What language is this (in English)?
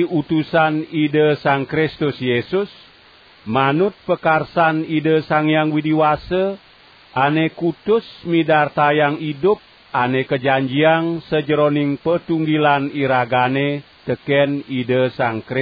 Balinese